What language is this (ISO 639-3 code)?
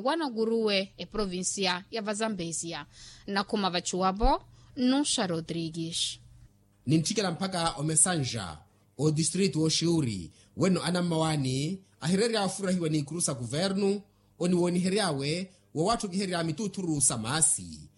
vmw